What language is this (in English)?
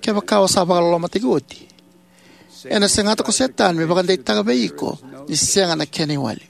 Fijian